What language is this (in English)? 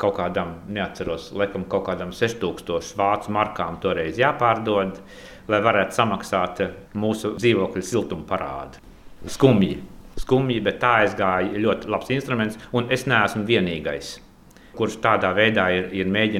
Latvian